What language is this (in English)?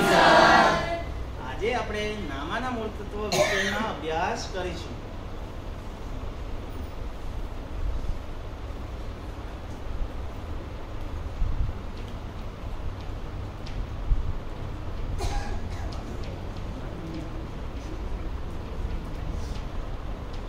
Gujarati